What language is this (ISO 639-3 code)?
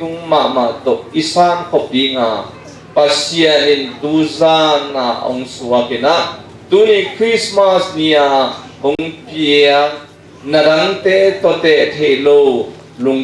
ctd